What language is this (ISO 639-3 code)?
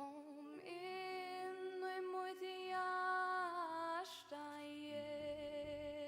fao